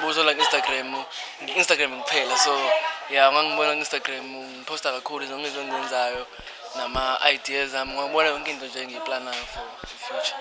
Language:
Zulu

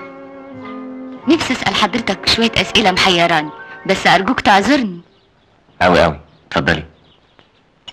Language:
Egyptian Arabic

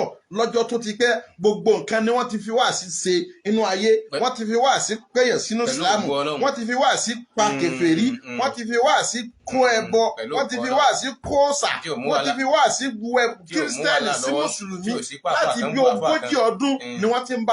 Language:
Yoruba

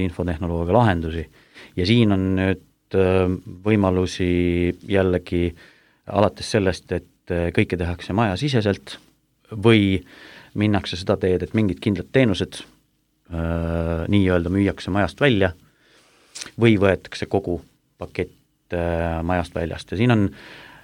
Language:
Estonian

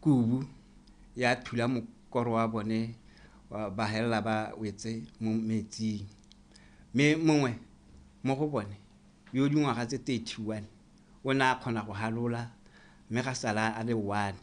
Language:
Tswana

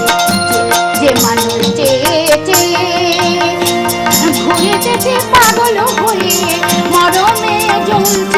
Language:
Bangla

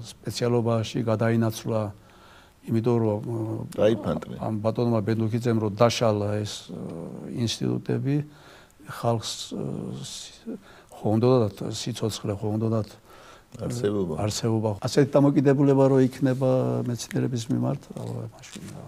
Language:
Georgian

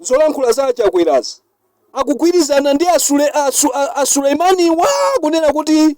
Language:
Nyanja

